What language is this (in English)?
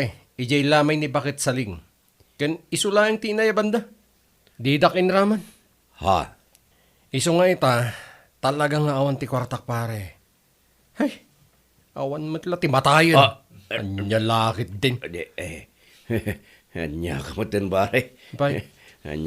Iloko